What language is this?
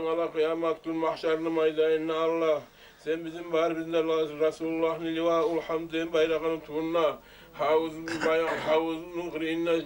Kumyk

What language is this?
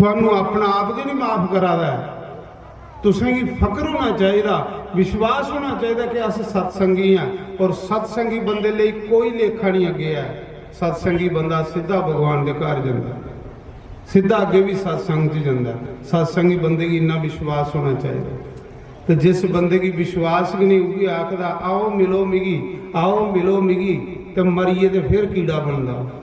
Dogri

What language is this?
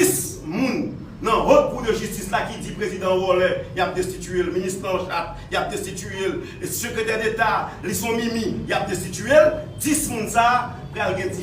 Haitian Creole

